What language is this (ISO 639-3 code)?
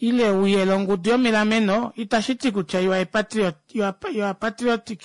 kua